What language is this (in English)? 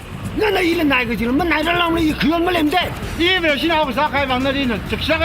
Tangkhul Naga (India)